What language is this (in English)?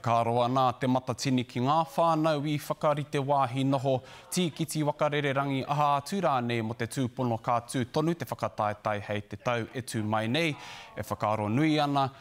Māori